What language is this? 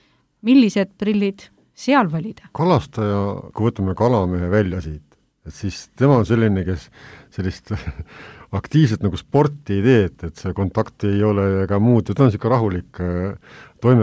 Estonian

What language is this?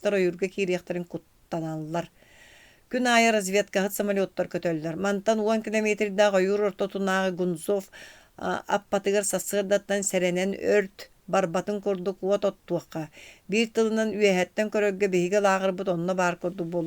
Yakut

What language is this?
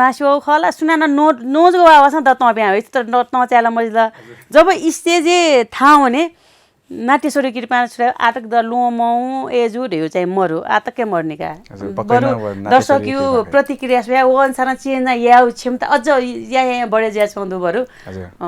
Newari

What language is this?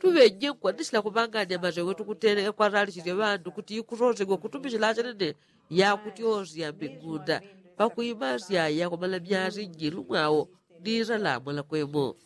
Yao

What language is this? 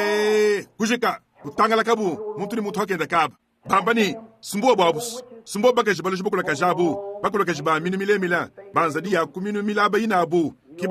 Luba-Lulua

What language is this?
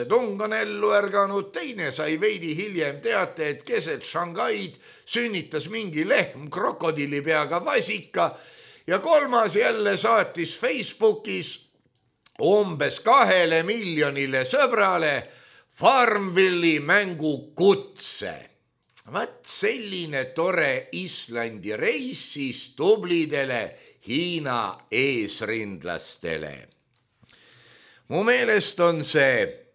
Estonian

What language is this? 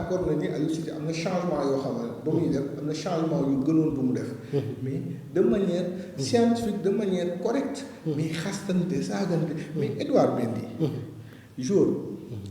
Wolof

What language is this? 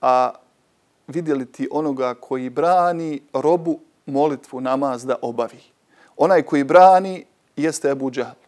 Bosnian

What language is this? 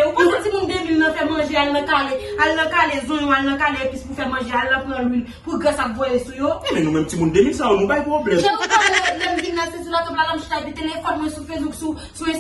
Haitian Creole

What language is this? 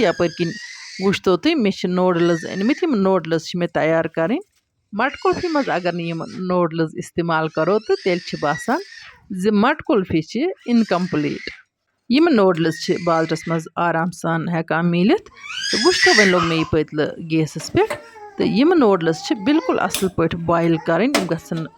Kashmiri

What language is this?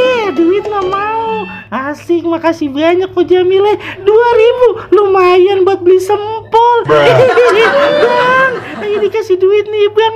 Betawi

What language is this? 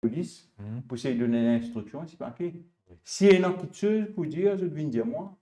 Morisyen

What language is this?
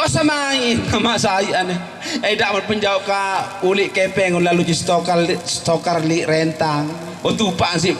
Sasak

